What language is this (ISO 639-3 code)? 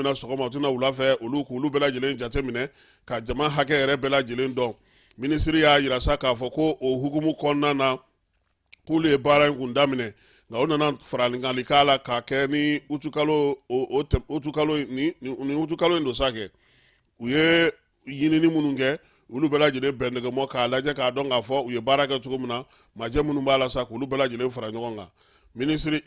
bam